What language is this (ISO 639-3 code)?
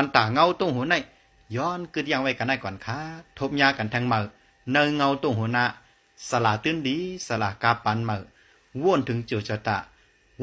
shn